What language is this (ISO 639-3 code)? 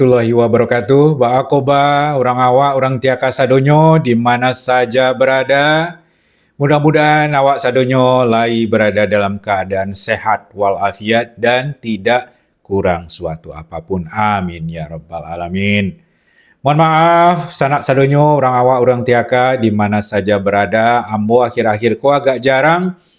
min